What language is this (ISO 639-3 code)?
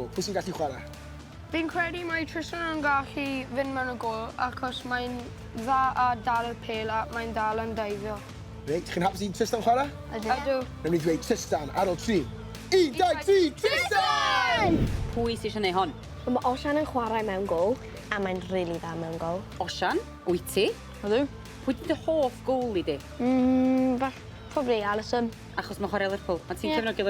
cym